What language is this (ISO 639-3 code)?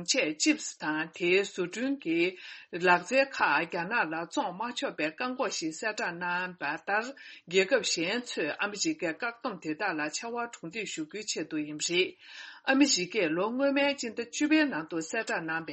bod